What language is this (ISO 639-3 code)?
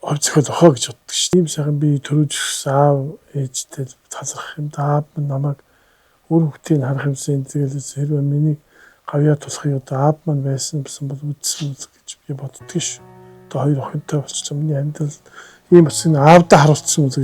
mon